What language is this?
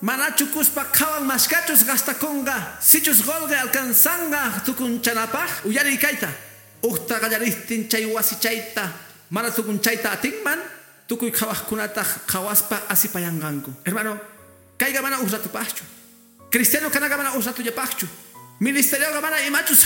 Quechua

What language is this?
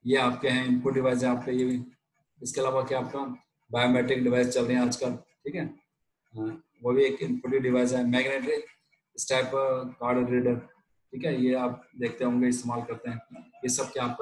Hindi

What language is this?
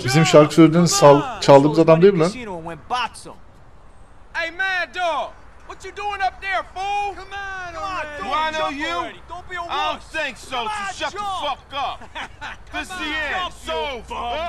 Turkish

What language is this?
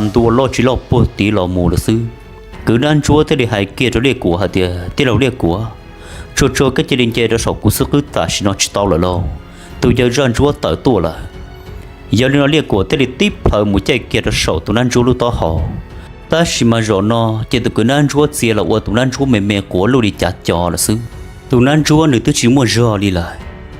Hmong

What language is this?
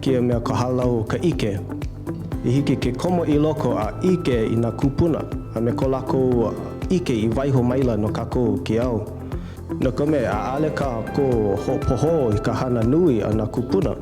Hawaiian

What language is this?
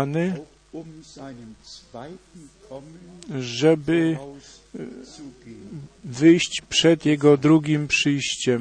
Polish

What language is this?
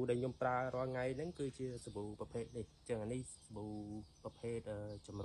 Khmer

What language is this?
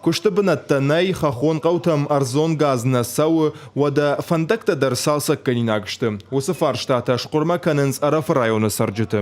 Ossetic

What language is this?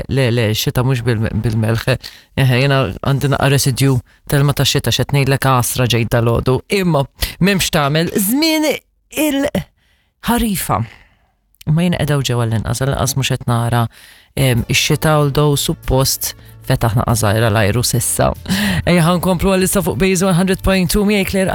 Maltese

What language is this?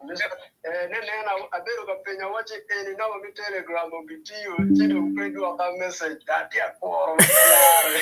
Acoli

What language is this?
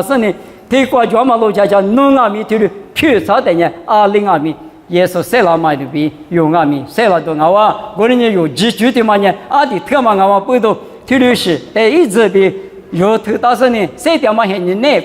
Lisu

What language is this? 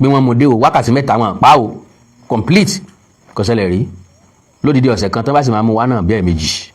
Yoruba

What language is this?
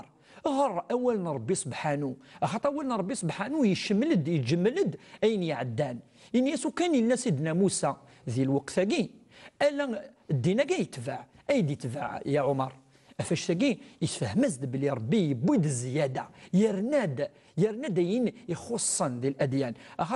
Kabyle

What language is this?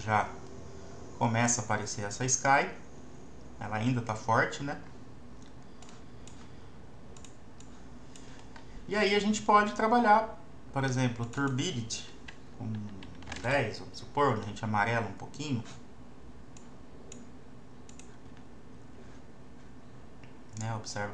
Portuguese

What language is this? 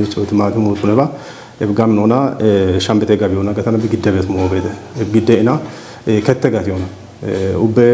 Kafa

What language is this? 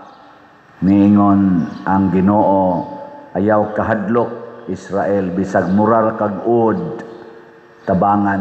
Cebuano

